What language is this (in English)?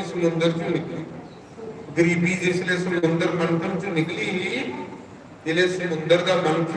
Dogri